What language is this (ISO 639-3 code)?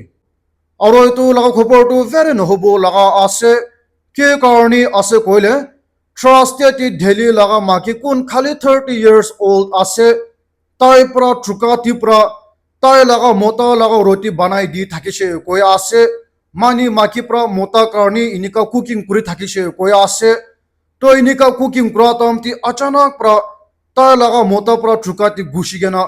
nag